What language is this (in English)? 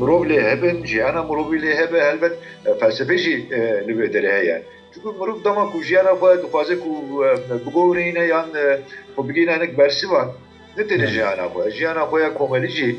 Kurdish